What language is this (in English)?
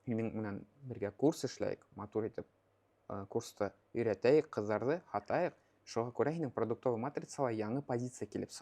Bashkir